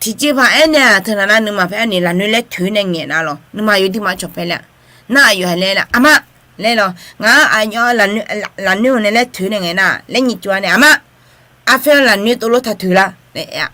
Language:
Akha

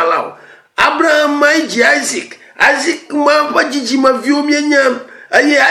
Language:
Ewe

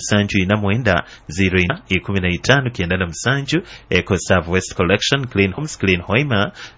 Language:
Nyoro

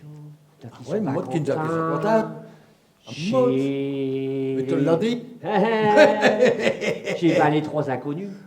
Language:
Picard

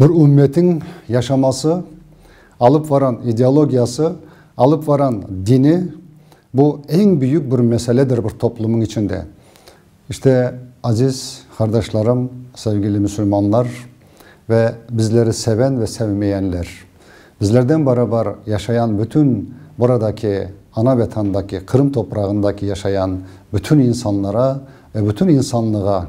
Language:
Crimean Tatar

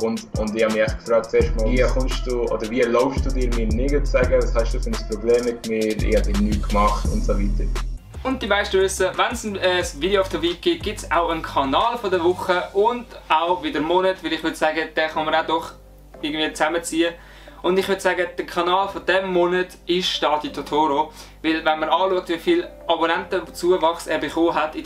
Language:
Swiss German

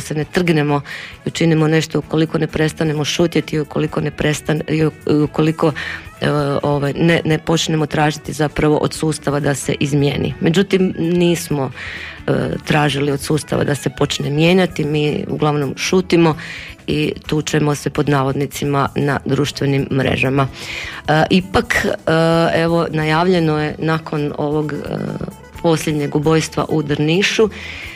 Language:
Croatian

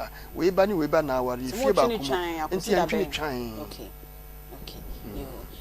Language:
Akan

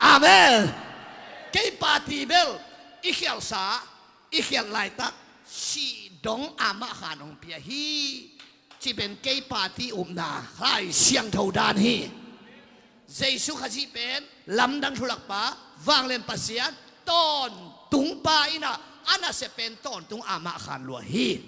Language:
Tedim Chin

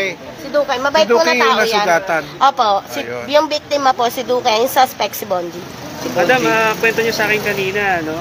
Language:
Filipino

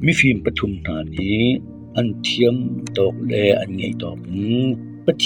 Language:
Hakha Chin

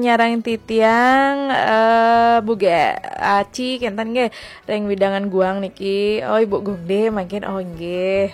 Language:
Balinese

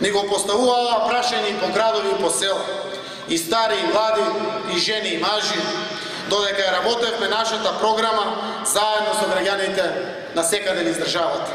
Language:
Macedonian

